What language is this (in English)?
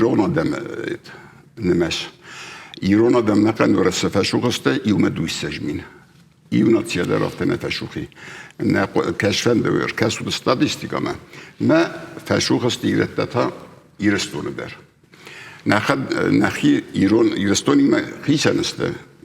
Ossetic